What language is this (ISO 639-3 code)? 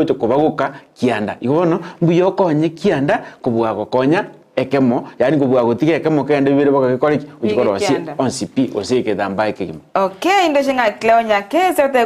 guz